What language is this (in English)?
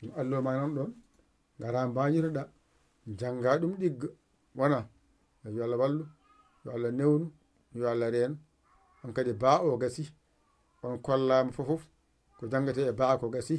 Fula